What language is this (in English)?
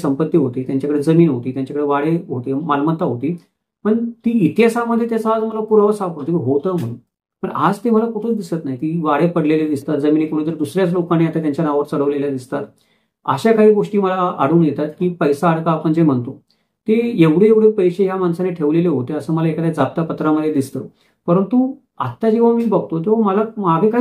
Marathi